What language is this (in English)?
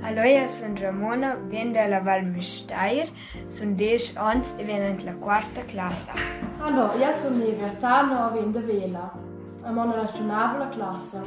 Romansh